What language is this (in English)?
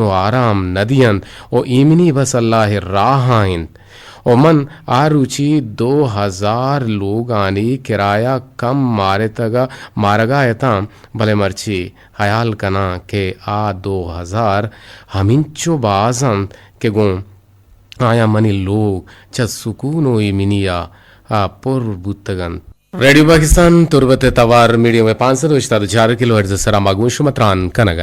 Eastern Balochi